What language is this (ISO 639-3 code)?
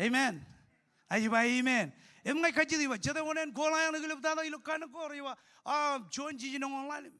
mah